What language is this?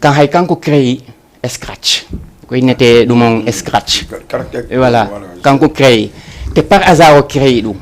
Fula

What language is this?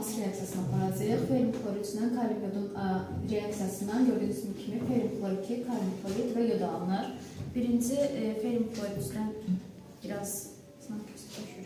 Azerbaijani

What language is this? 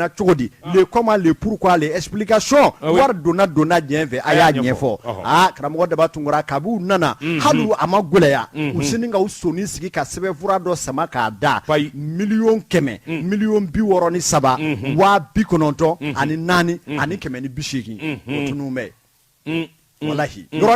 Bambara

